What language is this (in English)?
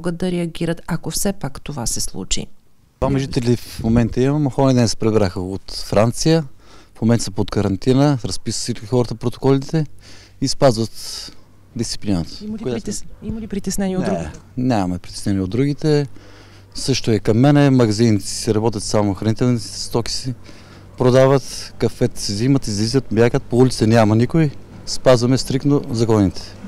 Bulgarian